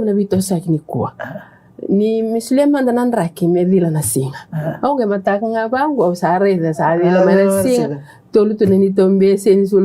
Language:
Fijian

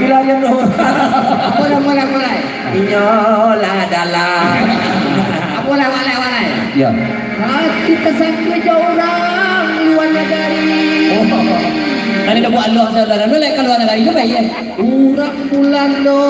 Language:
Minangkabau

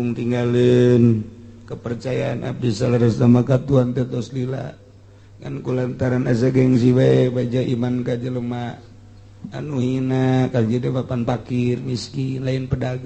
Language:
Sundanese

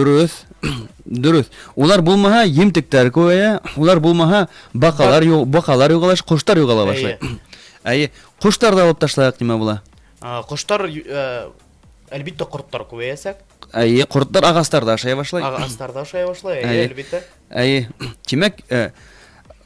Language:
Bashkir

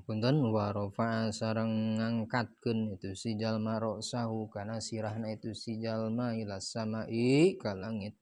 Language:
Sundanese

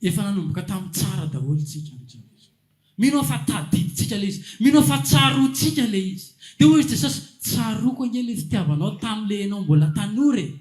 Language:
Malagasy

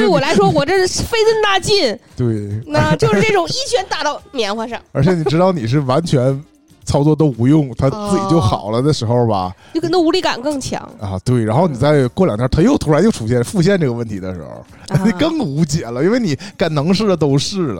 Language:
Chinese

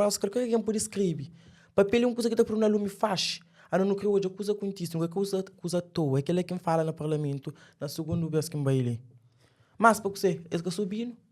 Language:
Kabuverdianu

